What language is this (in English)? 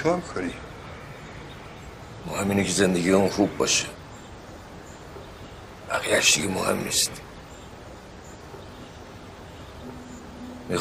Persian